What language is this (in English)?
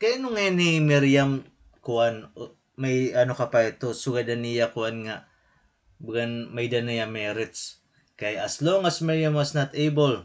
Waray